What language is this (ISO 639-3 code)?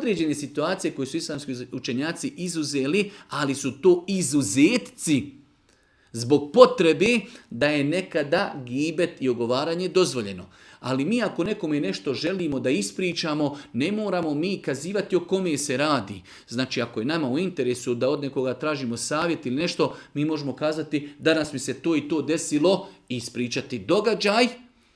bos